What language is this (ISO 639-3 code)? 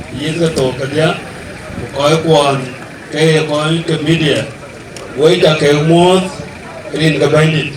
din